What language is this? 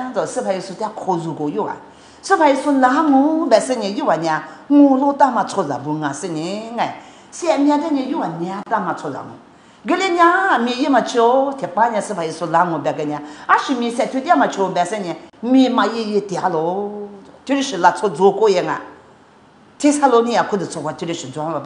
Lisu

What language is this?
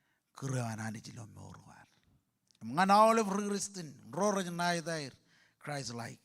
Marshallese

